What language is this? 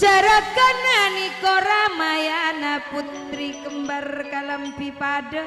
Madurese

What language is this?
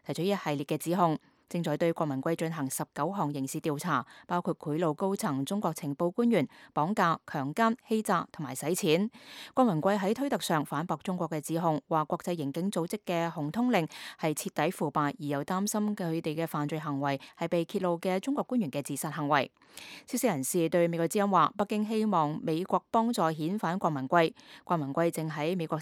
Cantonese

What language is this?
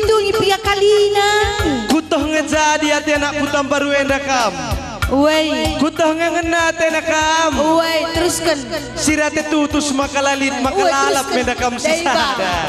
Batak Karo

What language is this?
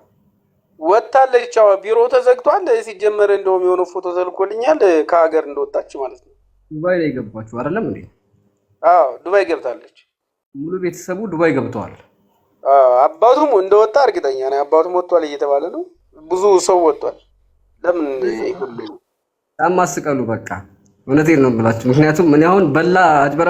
Amharic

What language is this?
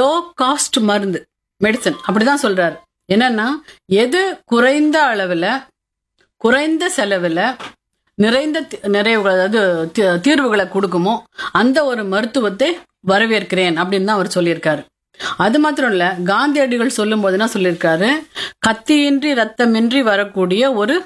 Tamil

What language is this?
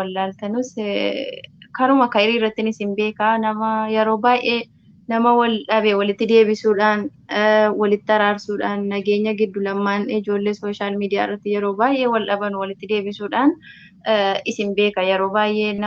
Oromo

